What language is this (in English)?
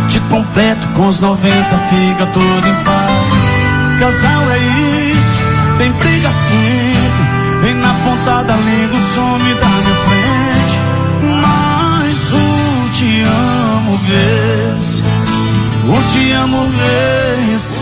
Portuguese